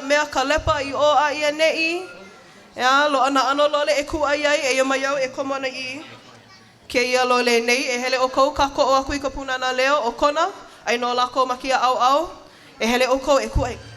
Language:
Hawaiian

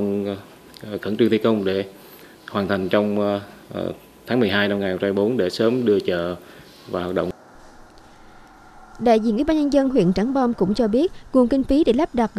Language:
Vietnamese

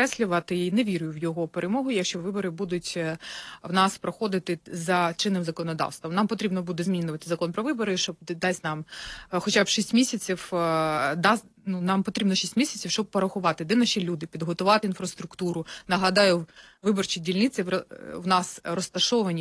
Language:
Ukrainian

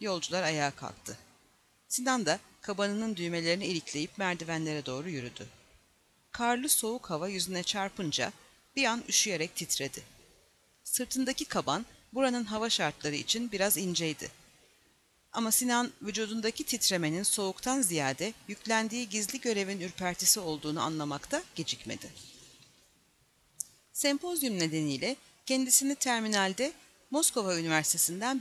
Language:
Turkish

